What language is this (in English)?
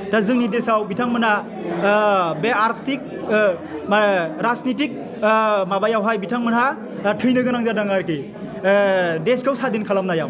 Bodo